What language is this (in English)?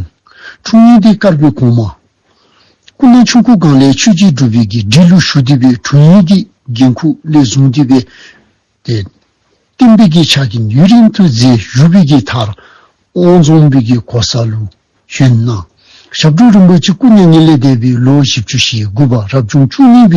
Dzongkha